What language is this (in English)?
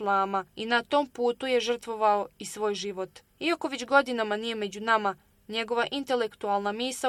Bosnian